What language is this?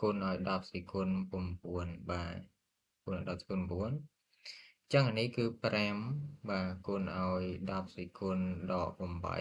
Khmer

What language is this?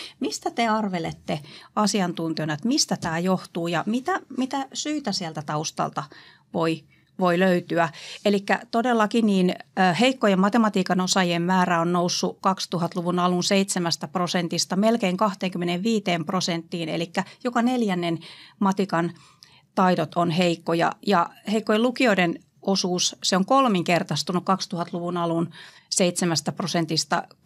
Finnish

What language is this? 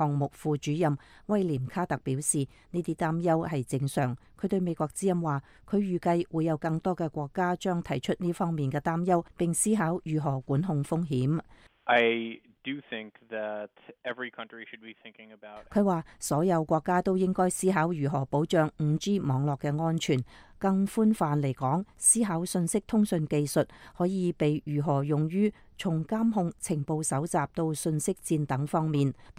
Cantonese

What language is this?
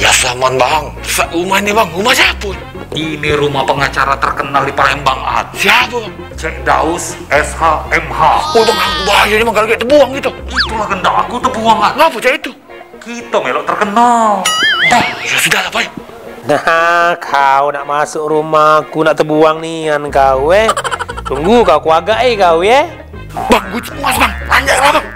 Musi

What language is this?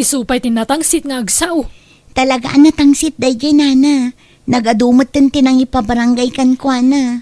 Iloko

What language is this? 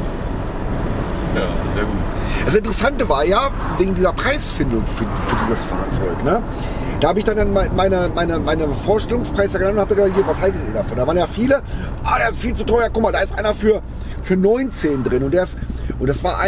German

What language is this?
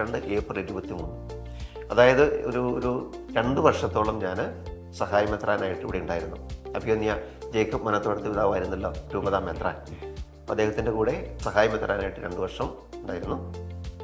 Malayalam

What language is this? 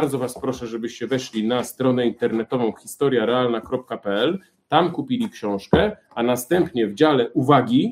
Polish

